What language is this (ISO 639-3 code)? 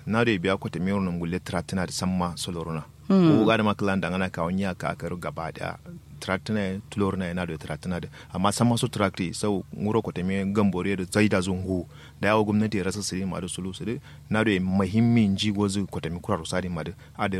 kau